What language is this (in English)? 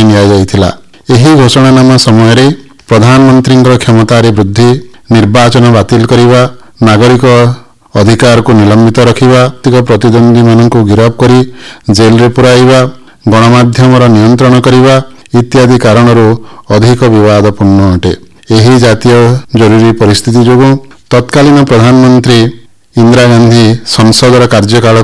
Odia